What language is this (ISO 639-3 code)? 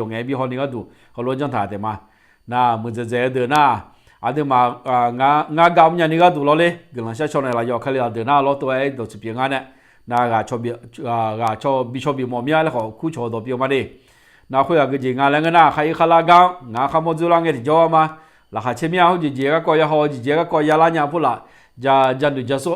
ahk